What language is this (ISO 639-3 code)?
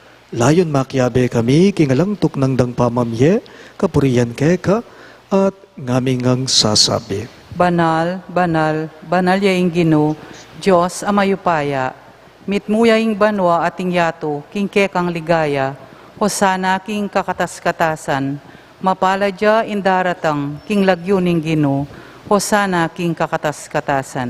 pam